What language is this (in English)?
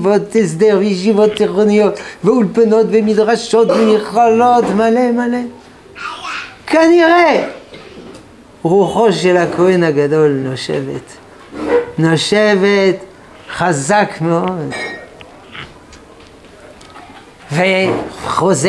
Hebrew